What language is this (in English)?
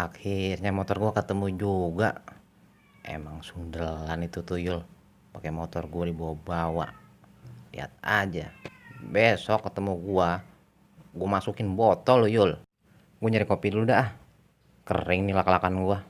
Betawi